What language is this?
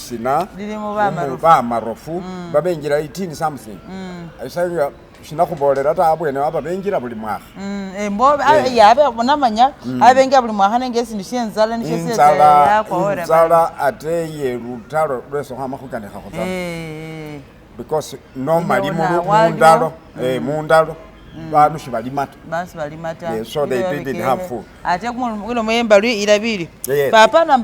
Masaaba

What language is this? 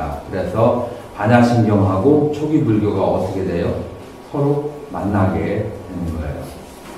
Korean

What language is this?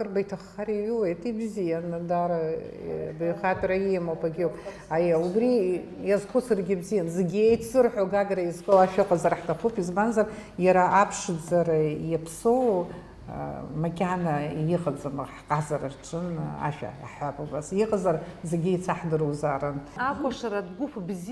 Abkhazian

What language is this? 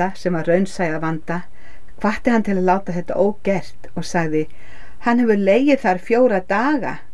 Icelandic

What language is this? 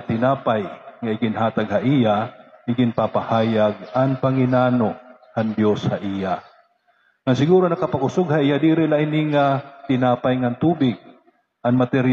Waray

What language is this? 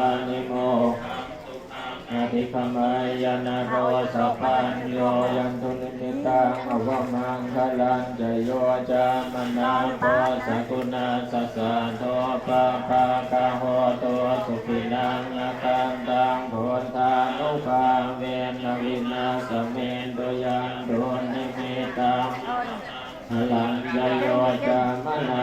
Pali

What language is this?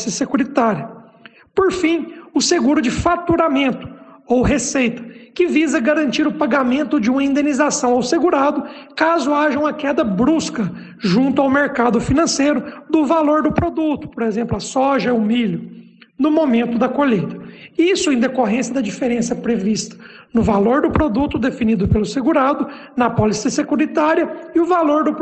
Portuguese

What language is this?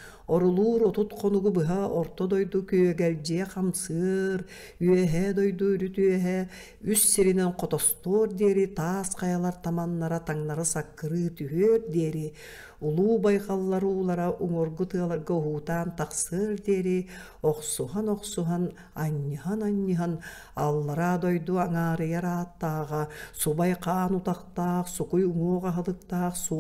Yakut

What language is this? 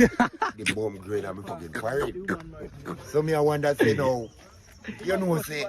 Jamaican Creole English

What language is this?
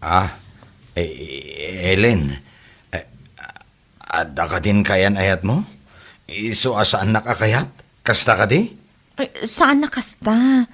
Iloko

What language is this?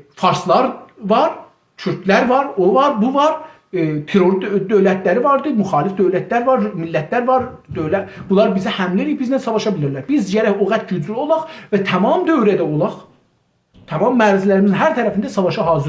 South Azerbaijani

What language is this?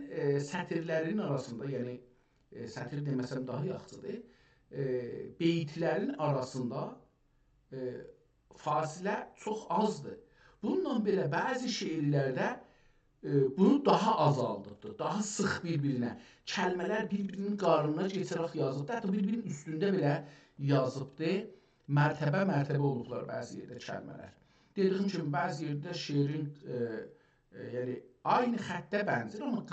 South Azerbaijani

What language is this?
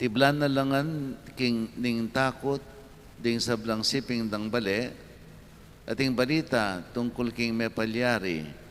Pampanga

